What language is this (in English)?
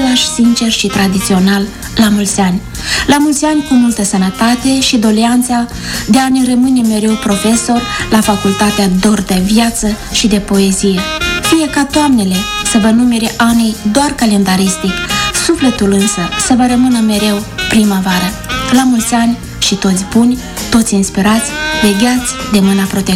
Romanian